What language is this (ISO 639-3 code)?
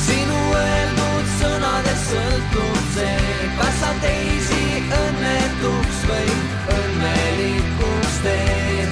est